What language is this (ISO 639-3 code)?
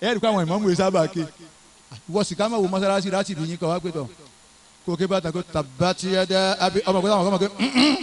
yor